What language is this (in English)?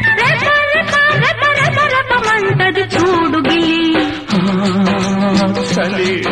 Telugu